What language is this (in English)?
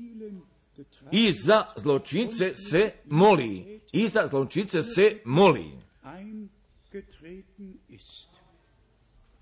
Croatian